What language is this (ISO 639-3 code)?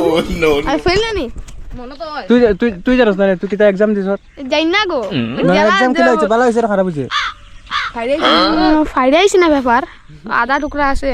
syl